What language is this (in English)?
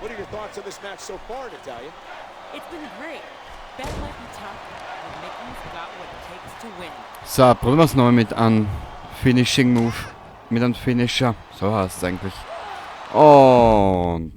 Bavarian